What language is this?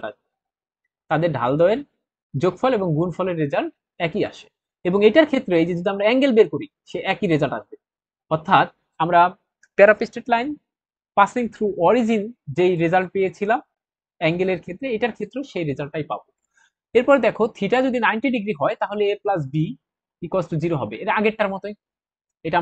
Bangla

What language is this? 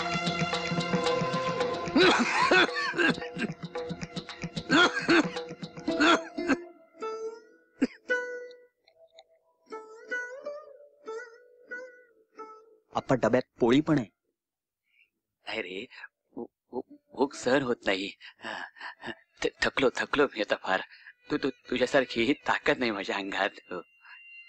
Marathi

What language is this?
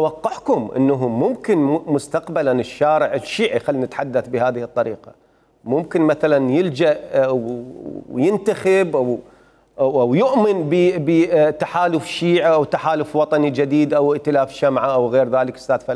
Mesopotamian Arabic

